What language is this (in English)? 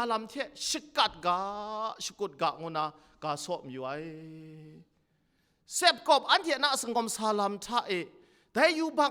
Kachin